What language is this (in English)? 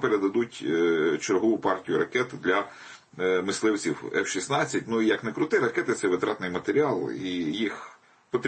Ukrainian